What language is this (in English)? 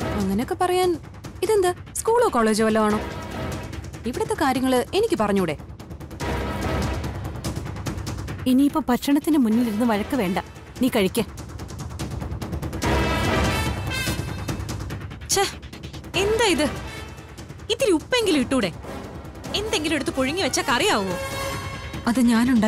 Malayalam